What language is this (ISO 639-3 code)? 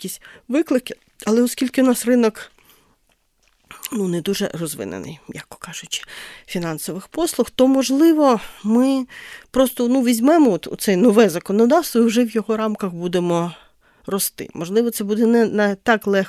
ukr